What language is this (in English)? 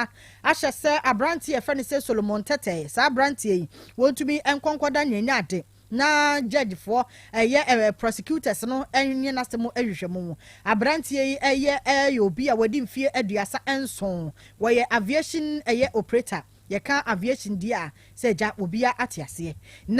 Akan